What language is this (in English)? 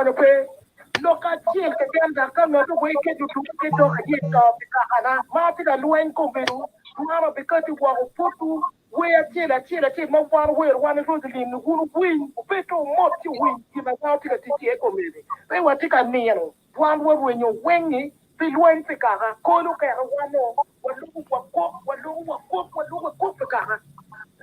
Acoli